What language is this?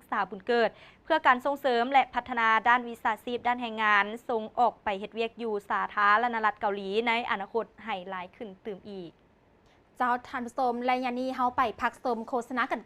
Lao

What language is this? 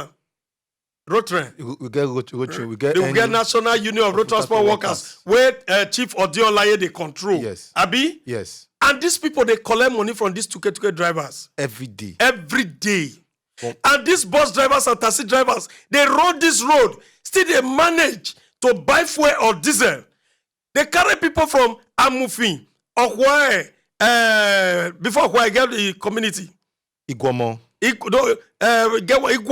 Nigerian Pidgin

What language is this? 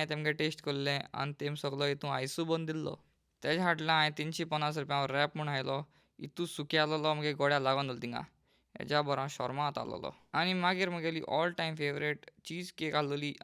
Konkani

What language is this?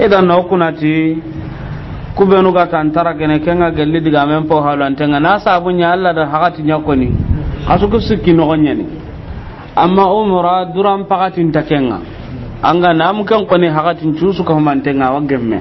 Soninke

